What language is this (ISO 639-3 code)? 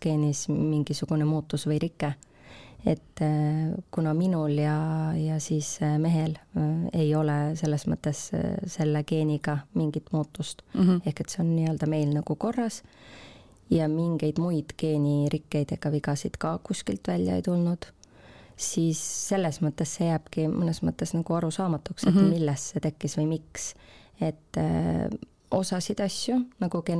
est